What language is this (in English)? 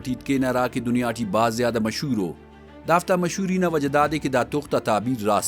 Brahui